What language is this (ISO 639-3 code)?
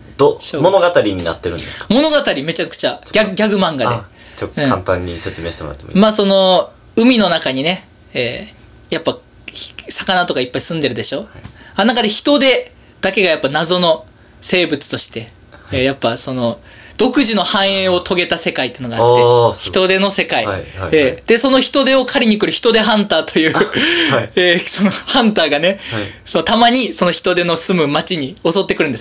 jpn